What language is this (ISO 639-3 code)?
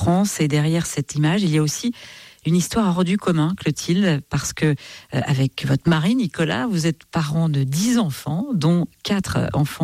fra